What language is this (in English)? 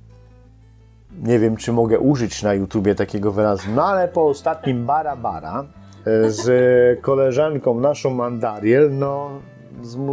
Polish